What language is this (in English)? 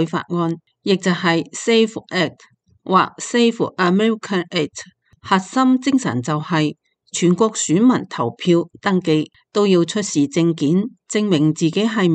Cantonese